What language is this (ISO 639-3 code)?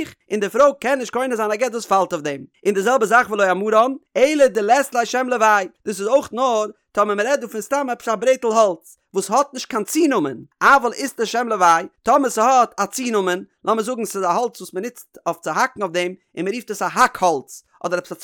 yid